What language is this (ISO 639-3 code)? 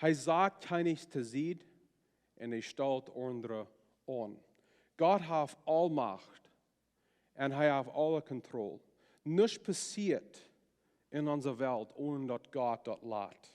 pdt